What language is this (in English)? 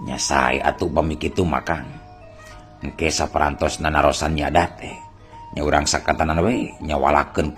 Sundanese